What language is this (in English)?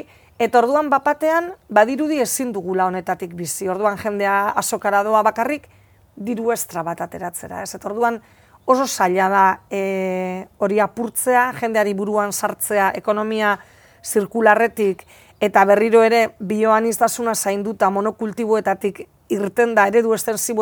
Basque